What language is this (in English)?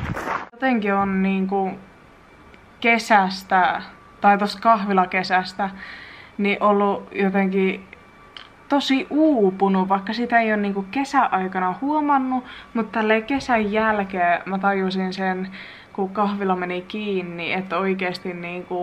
Finnish